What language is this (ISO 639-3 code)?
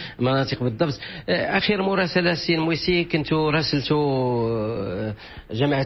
ary